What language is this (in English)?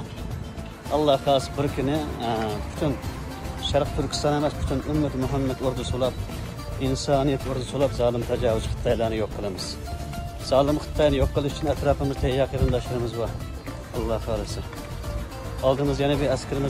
Uyghur